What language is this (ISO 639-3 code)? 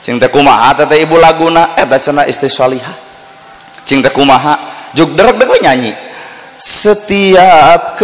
sun